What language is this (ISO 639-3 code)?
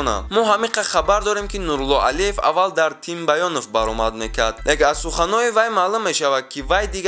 tgk